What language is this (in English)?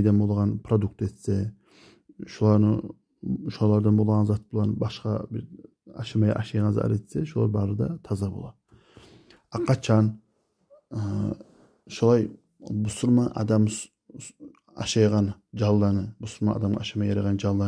Kumyk